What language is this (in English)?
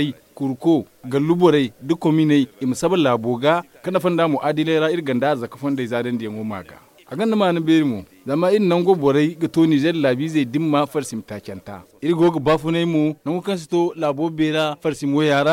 Zarma